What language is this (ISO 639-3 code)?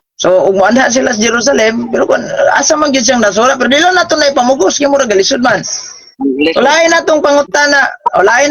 ceb